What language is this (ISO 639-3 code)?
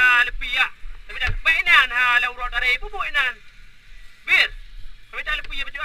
ace